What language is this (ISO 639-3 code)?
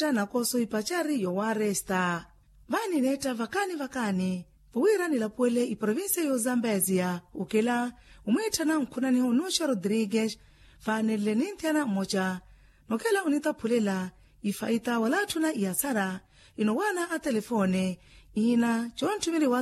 vmw